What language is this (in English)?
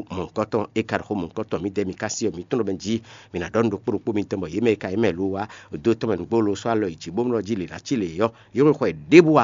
Fon